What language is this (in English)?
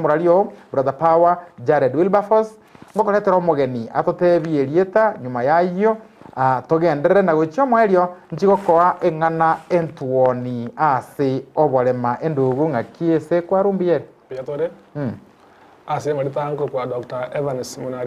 Gusii